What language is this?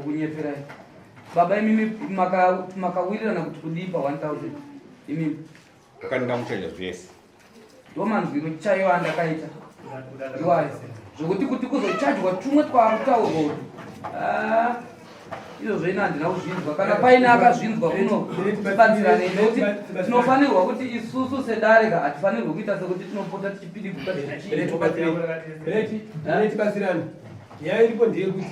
Shona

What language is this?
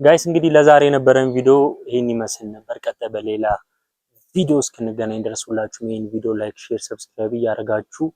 Amharic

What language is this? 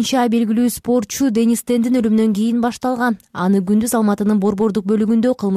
Kyrgyz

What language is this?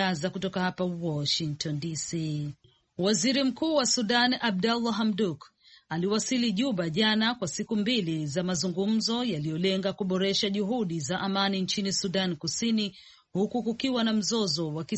Swahili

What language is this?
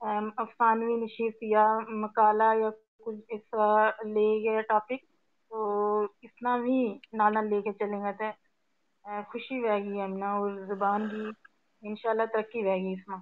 Gujari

